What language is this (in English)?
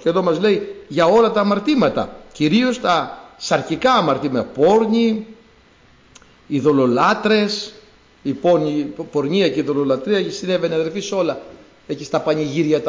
Greek